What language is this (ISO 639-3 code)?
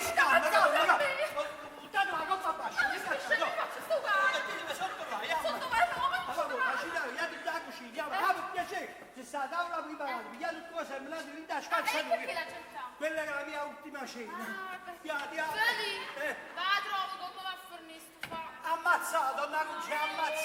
nap